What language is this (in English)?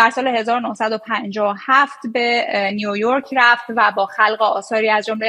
Persian